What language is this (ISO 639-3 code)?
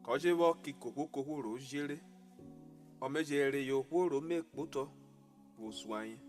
urh